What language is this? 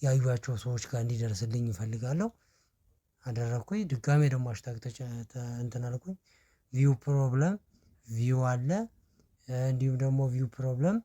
Amharic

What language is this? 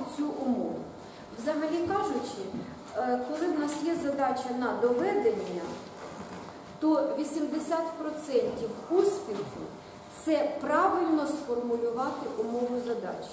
Ukrainian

